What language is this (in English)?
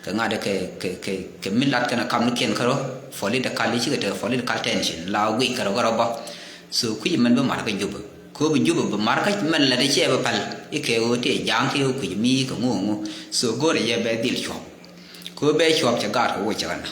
Nuer